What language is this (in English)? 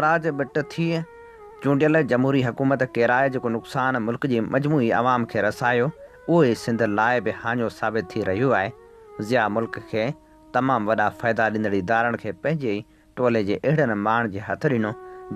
Sindhi